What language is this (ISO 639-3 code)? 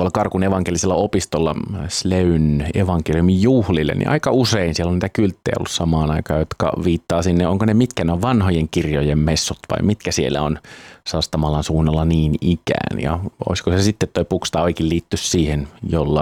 fin